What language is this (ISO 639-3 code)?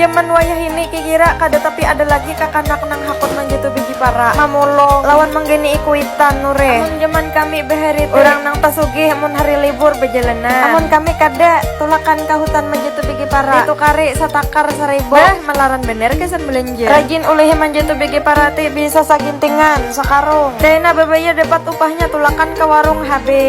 bjn